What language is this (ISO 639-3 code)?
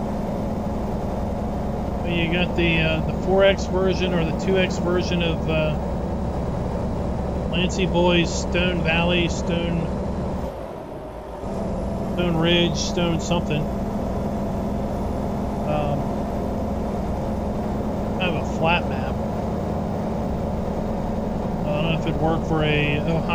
eng